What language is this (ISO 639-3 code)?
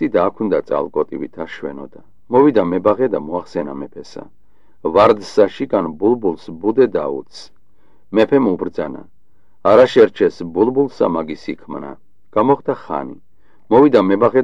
kat